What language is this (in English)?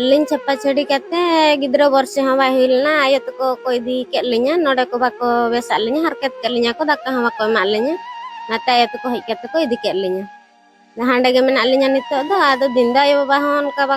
Santali